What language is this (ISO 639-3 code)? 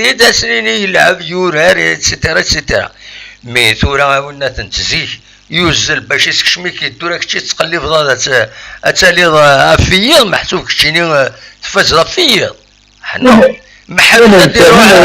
kab